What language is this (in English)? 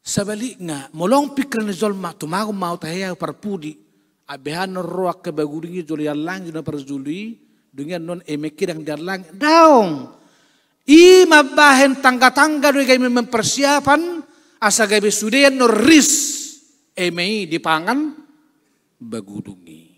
Batak Toba